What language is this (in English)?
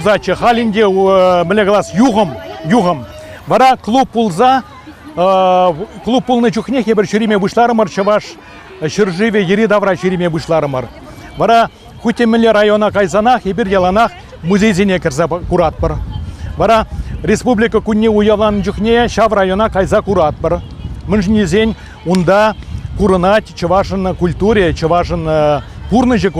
Chuvash